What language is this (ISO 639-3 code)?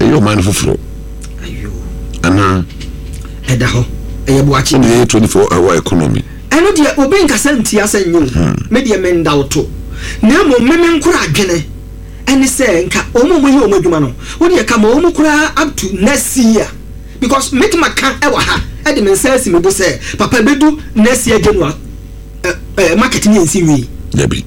aka